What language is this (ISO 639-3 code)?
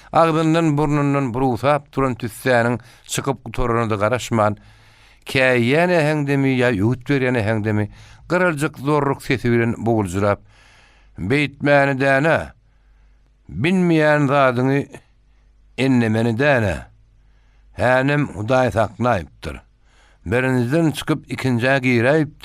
tuk